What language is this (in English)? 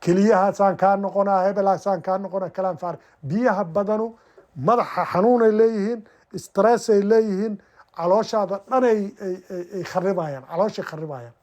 Somali